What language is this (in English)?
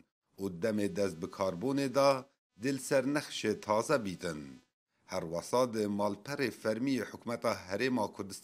Kurdish